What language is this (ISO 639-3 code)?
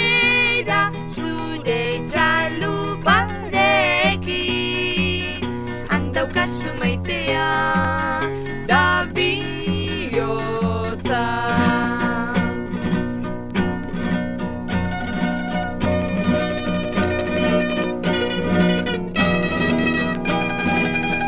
eus